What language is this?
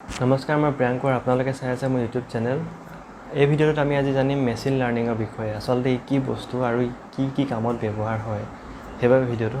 Assamese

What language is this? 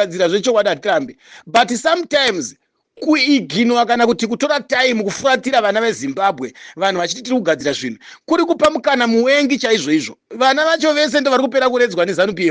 Shona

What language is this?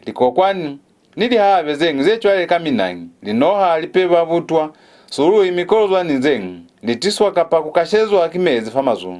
Lozi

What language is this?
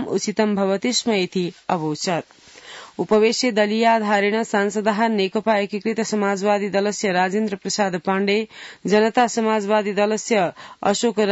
Sanskrit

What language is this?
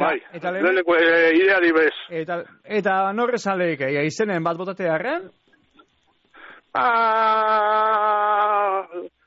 Basque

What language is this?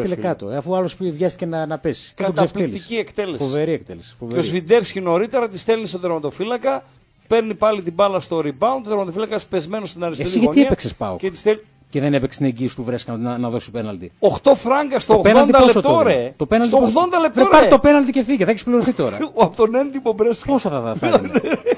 Greek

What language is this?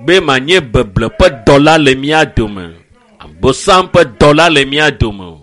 Ewe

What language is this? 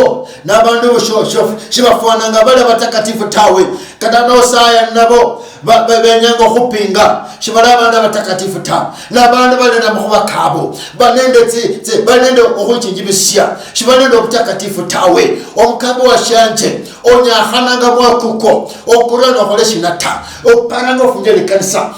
Luyia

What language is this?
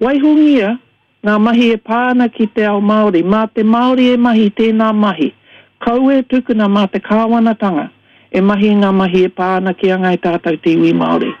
Māori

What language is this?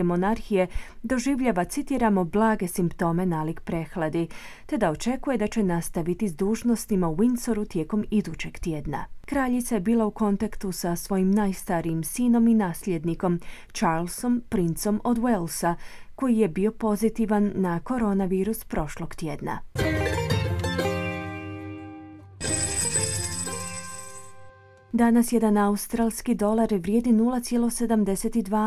Croatian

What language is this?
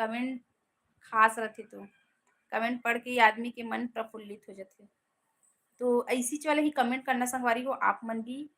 Chhattisgarhi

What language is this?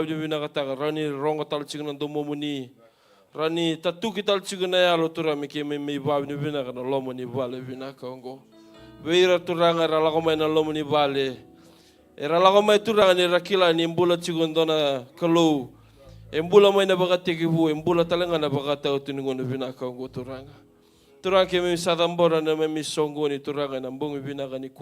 Fijian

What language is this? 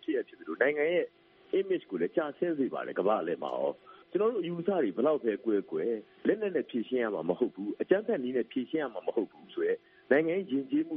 Burmese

